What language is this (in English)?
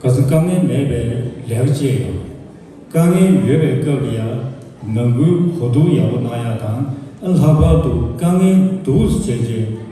Tibetan